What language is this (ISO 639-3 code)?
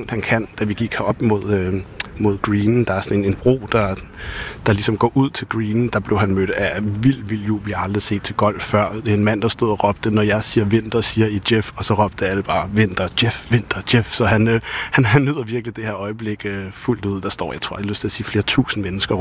dan